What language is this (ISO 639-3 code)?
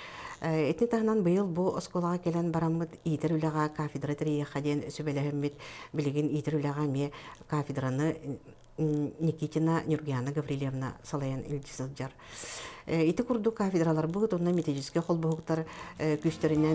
sah